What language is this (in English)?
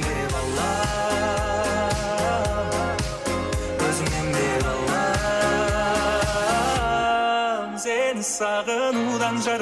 Kara-Kalpak